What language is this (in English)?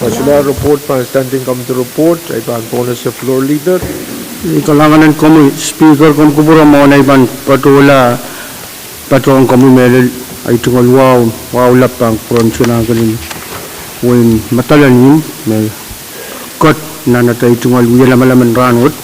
Pohnpeian